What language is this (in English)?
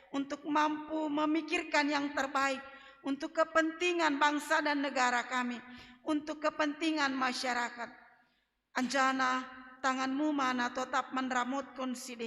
Batak Simalungun